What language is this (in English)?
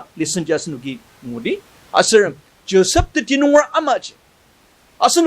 Ao Naga